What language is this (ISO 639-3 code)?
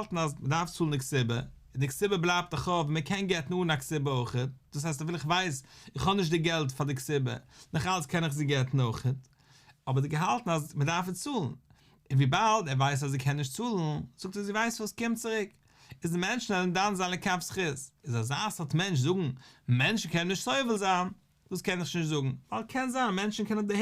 yid